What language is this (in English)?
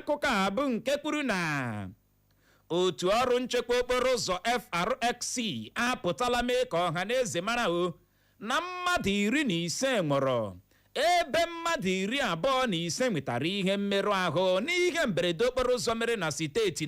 Igbo